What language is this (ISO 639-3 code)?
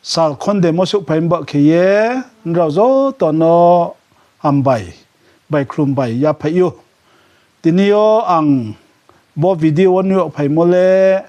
ria